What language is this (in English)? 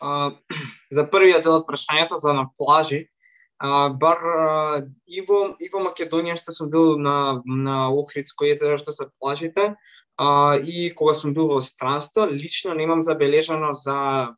Macedonian